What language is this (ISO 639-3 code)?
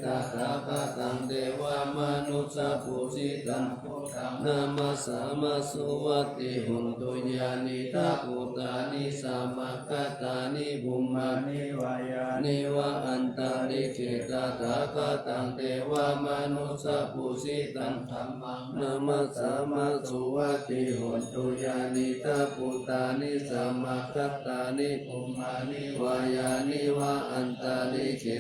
pli